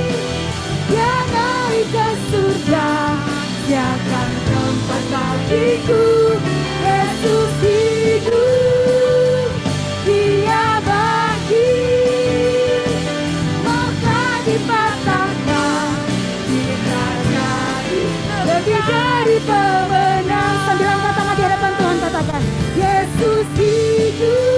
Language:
Indonesian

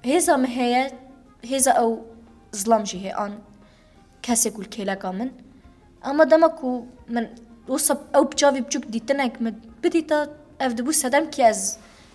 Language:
Kurdish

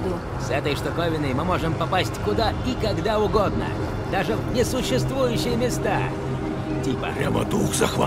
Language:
Russian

